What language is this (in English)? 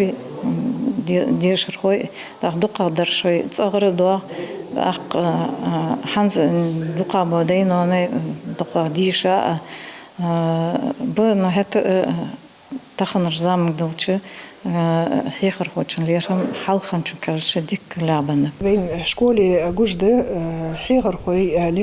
Ingush